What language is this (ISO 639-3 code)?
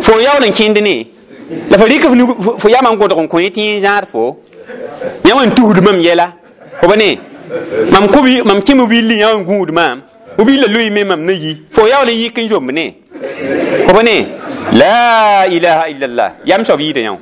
mos